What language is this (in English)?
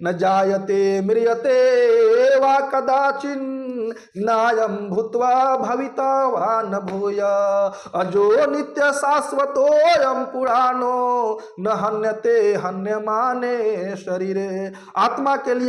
Bhojpuri